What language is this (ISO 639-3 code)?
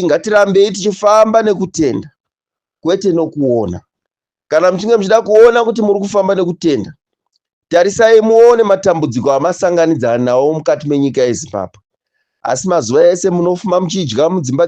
sna